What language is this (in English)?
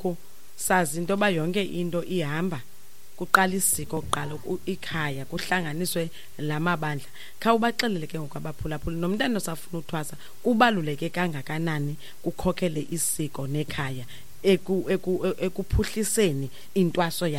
Xhosa